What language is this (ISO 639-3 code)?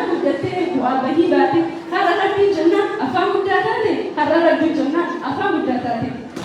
orm